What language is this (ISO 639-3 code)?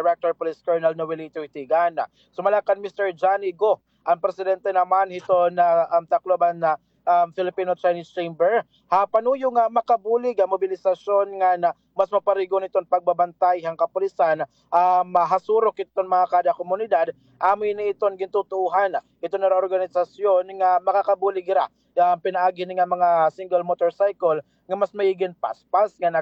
war